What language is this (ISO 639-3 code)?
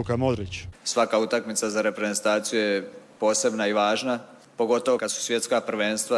hrv